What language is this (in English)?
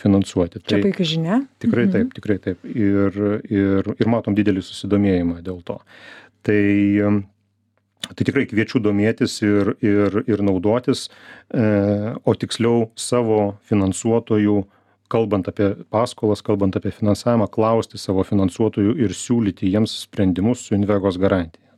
Lithuanian